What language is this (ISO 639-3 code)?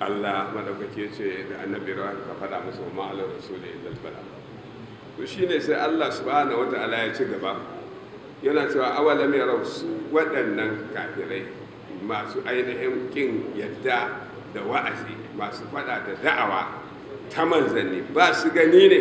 hau